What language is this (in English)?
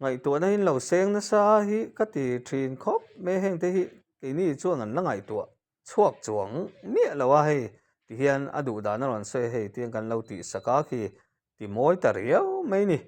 Mizo